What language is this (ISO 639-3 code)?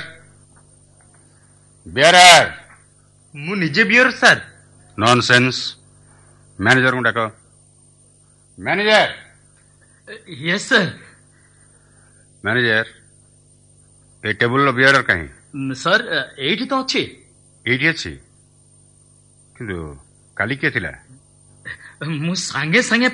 ori